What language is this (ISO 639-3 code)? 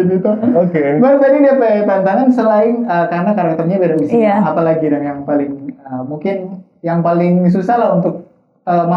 xmm